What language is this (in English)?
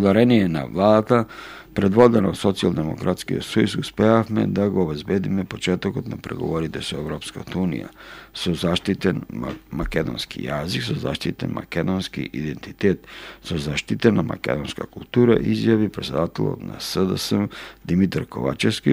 Macedonian